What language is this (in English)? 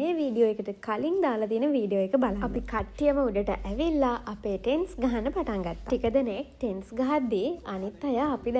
Sinhala